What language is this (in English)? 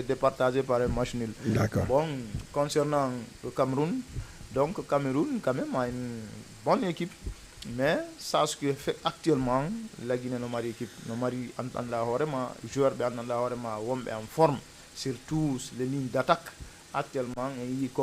Fula